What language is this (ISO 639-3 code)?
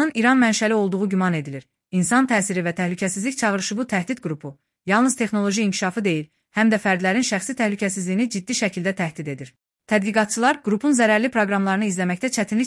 aze